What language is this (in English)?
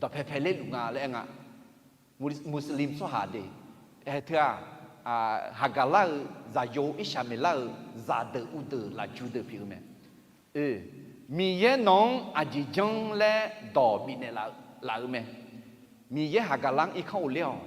Akha